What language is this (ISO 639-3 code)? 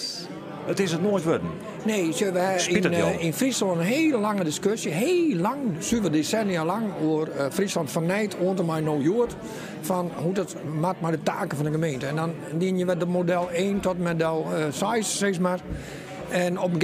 fry